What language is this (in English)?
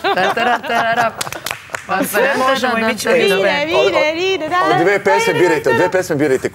Serbian